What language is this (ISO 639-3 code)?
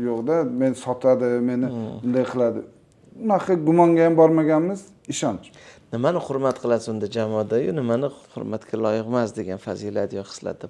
uzb